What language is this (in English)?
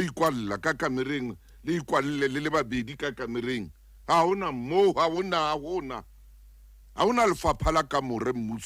Southern Sotho